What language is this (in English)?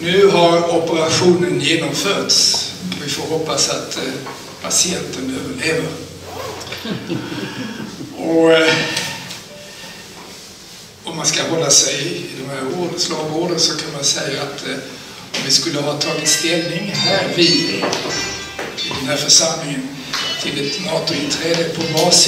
Swedish